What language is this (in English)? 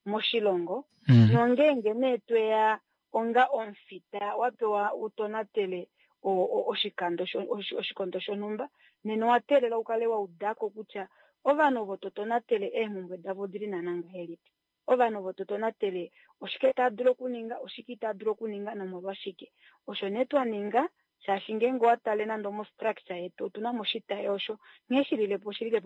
Kuanyama